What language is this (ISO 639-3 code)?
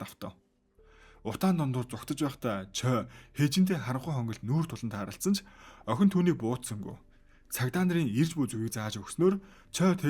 mon